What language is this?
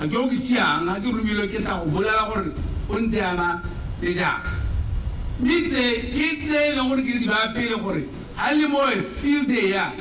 Tswana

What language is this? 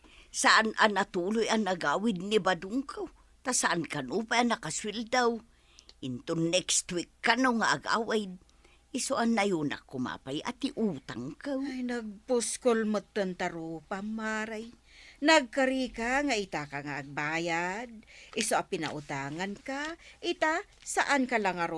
Iloko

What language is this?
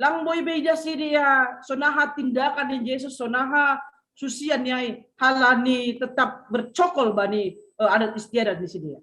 Batak Simalungun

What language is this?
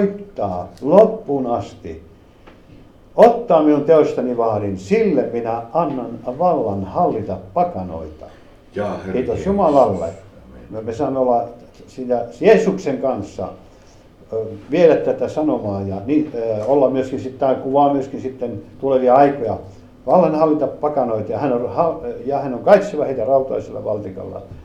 Finnish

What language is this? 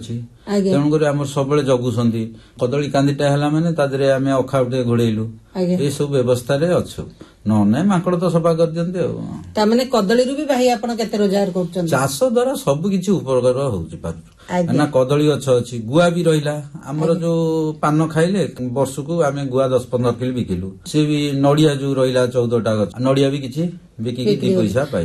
Odia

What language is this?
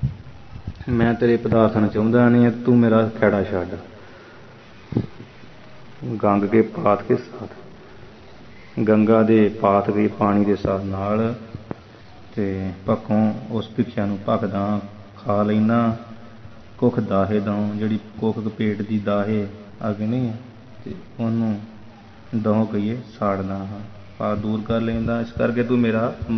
Punjabi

